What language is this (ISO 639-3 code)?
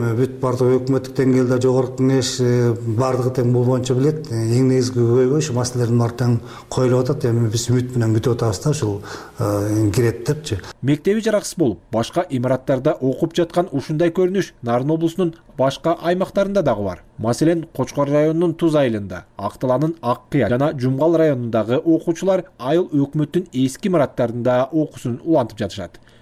kir